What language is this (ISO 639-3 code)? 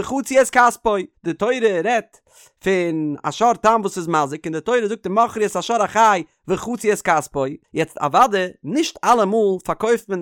yid